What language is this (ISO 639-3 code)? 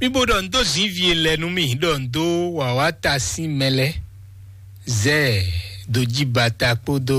fon